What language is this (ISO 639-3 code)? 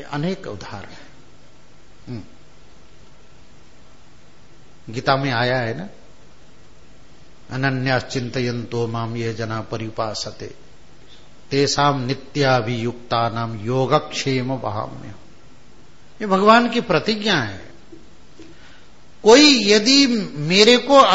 hin